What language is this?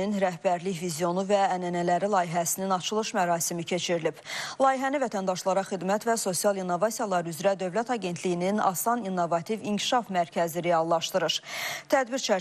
Azerbaijani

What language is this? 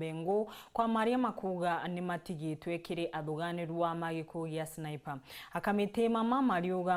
Meru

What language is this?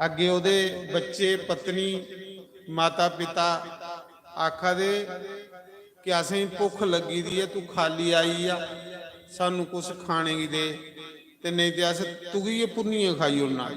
Dogri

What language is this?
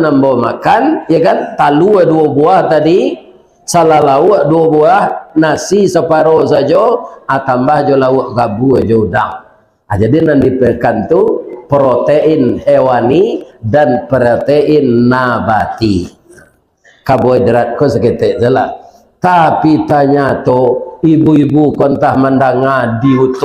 Minangkabau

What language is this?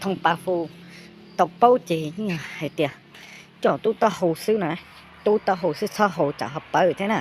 Hmong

